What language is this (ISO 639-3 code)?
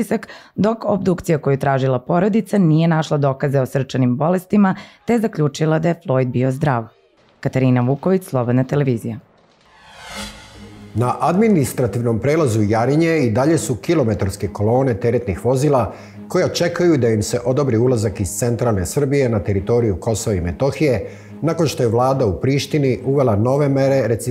srp